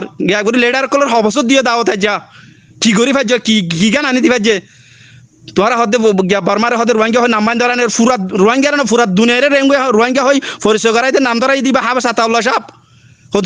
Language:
Rohingya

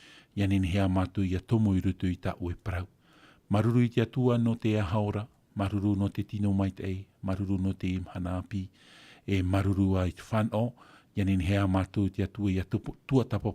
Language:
Tahitian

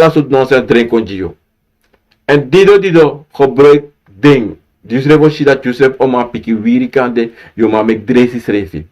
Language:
Sranan Tongo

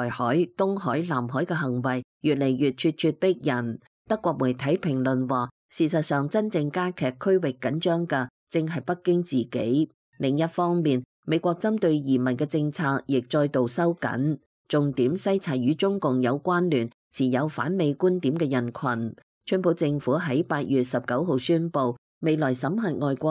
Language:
Cantonese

